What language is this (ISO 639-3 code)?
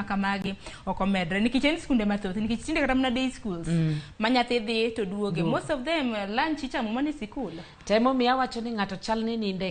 luo